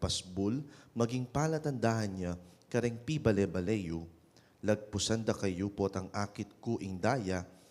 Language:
Pampanga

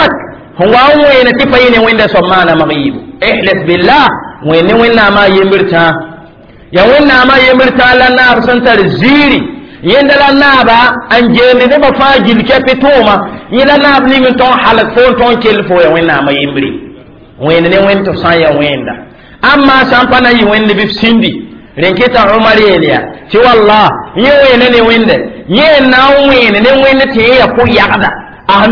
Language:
Mossi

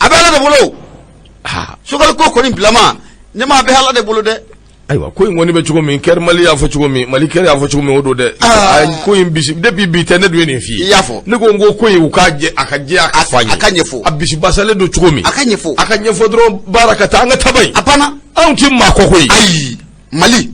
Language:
Bambara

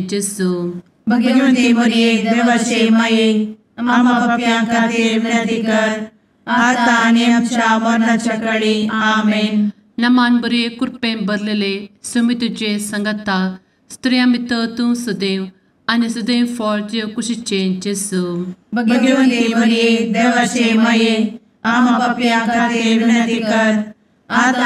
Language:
Konkani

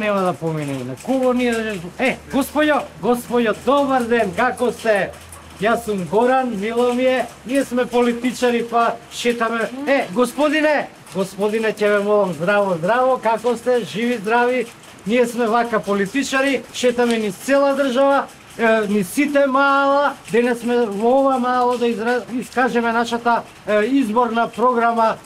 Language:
Macedonian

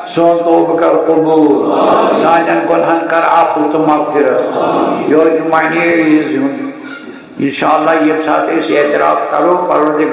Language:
Kashmiri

